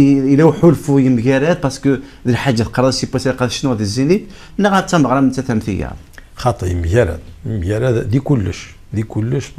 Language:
Kabyle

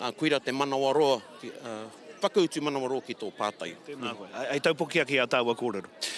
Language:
Māori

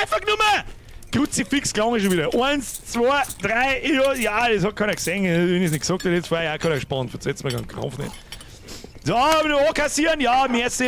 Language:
Bavarian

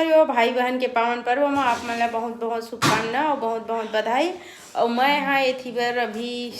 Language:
Chhattisgarhi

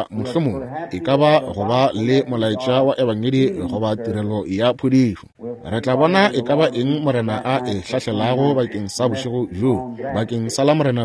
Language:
Northern Sotho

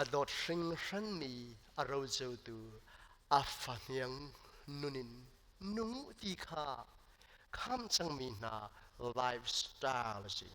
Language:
Hakha Chin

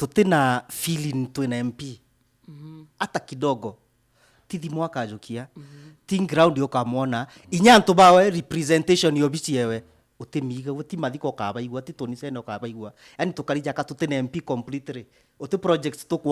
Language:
Meru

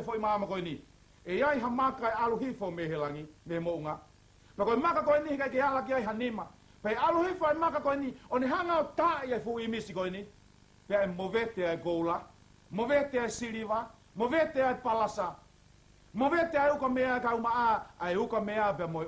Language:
Tongan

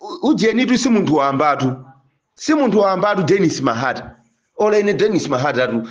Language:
Nyanja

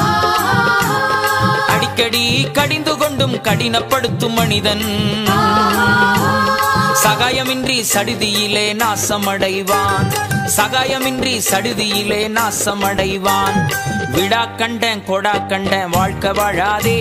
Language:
Tamil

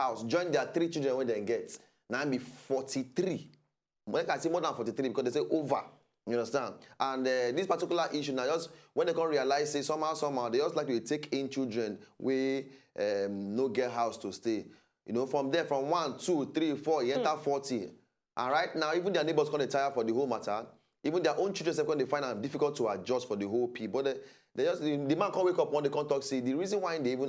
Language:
Nigerian Pidgin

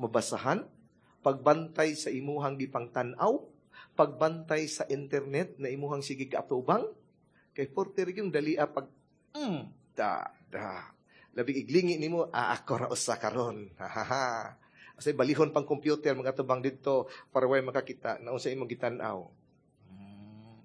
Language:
Cebuano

